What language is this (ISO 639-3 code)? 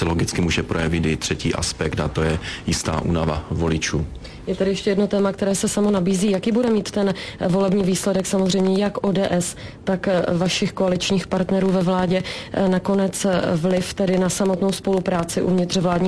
ces